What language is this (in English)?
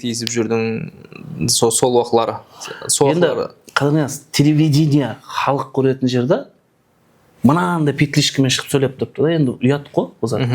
Kara-Kalpak